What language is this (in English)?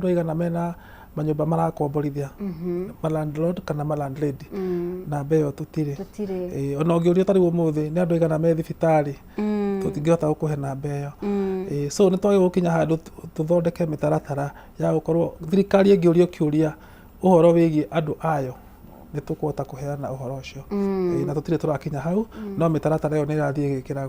Kikuyu